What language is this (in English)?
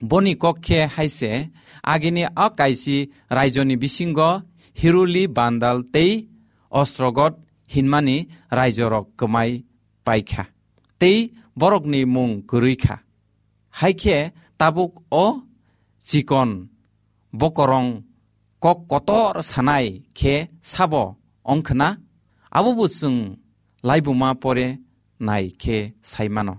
Kok Borok